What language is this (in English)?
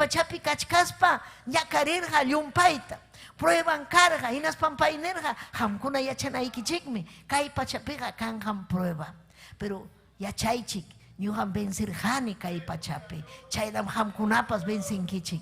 Ayacucho Quechua